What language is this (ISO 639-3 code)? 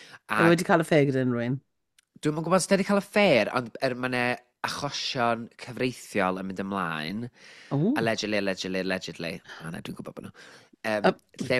cym